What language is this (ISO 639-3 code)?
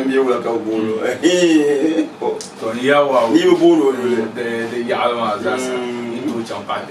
dag